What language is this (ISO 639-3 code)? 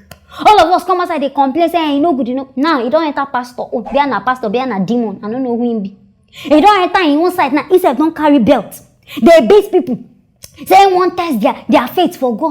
pcm